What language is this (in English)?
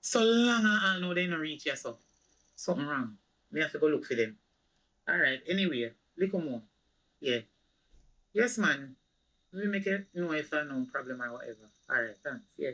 Jamaican Creole English